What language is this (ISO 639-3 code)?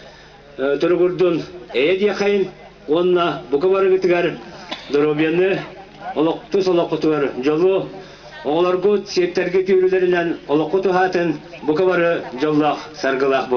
sah